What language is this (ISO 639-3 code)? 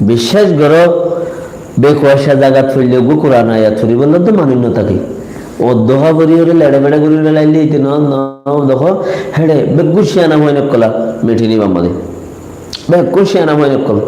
rhg